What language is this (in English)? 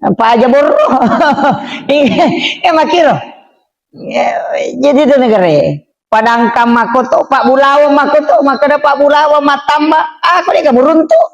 Buginese